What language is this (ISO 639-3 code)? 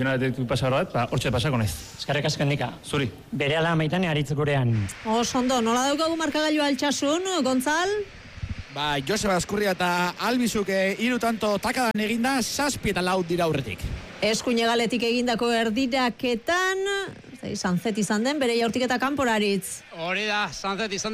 eus